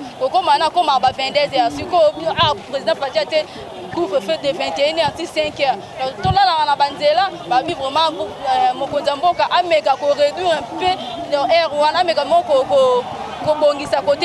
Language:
Lingala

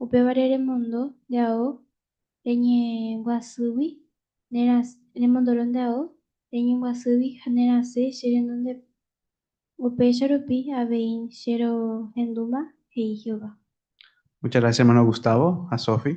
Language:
Guarani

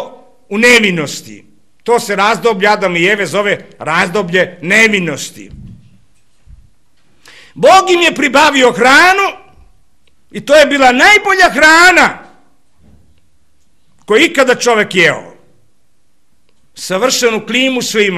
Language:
Serbian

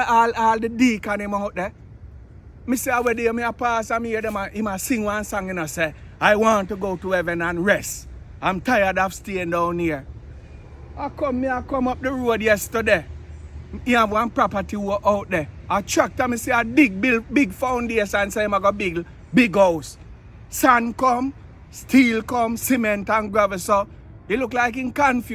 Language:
Jamaican Creole English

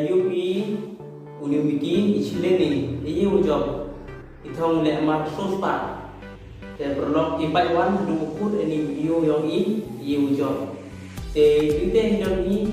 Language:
Khasi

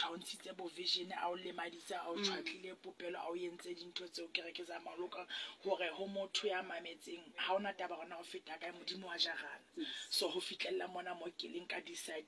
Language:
Southern Sotho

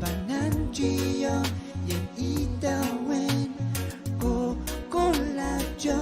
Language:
Pohnpeian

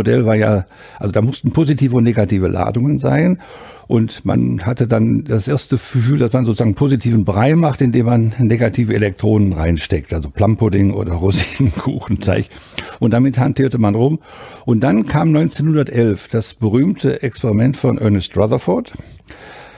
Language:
German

